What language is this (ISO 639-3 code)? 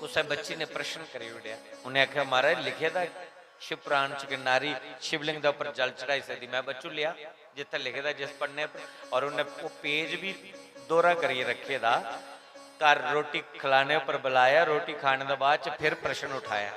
doi